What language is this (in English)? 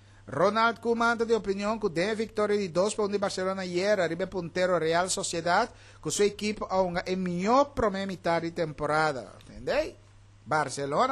Papiamento